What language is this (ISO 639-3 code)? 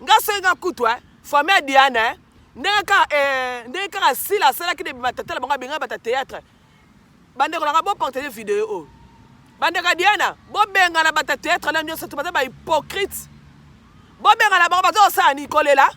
lin